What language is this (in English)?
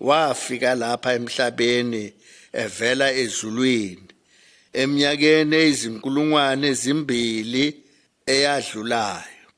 Zulu